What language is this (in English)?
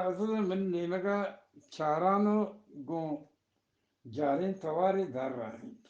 Eastern Balochi